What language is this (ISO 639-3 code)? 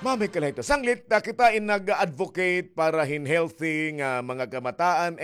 war